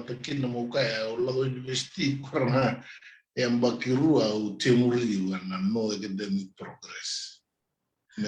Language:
Fijian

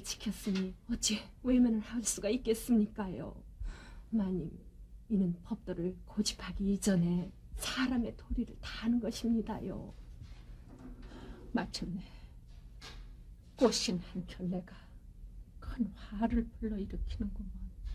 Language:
Korean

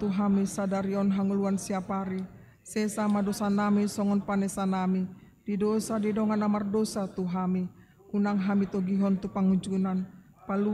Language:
Batak Toba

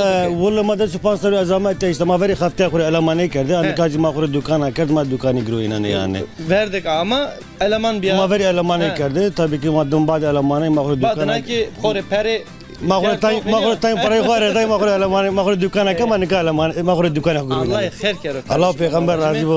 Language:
Zaza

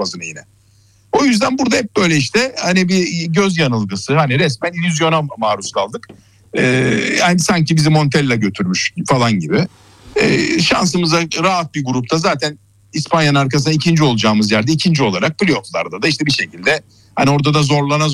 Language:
Turkish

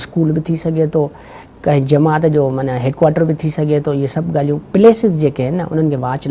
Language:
Sindhi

